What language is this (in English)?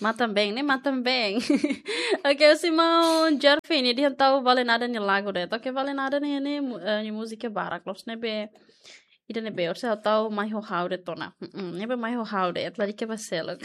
Tetum